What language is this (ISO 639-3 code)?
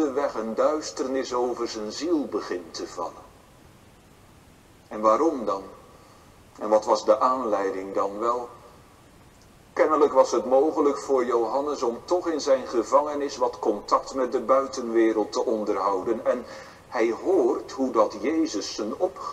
nld